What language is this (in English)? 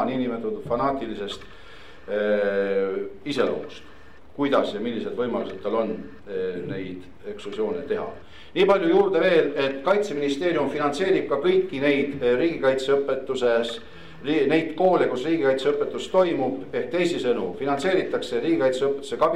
Estonian